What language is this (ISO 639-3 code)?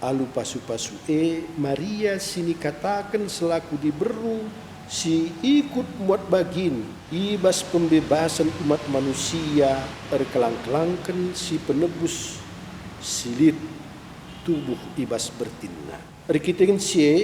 btx